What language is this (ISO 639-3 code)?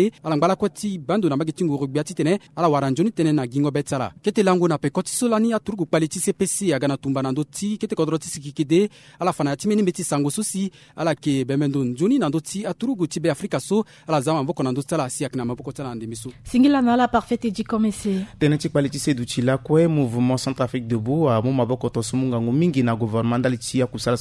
sag